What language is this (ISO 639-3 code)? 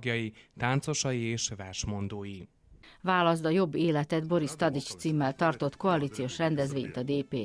hun